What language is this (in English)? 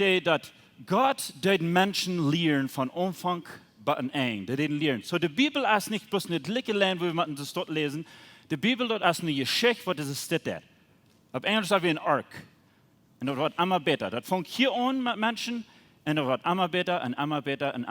Plautdietsch